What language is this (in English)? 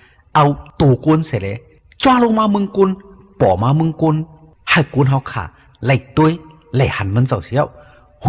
Shan